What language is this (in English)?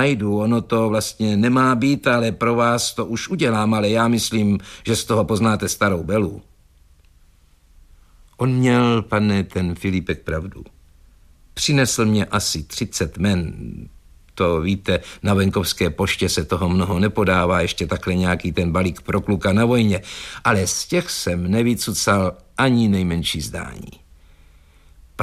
Czech